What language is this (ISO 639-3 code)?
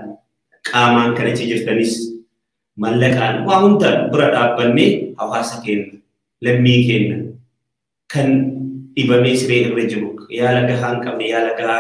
orm